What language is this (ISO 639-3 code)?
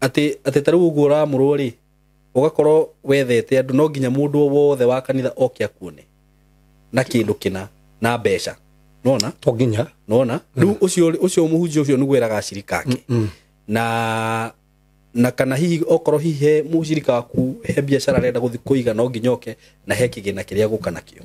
kik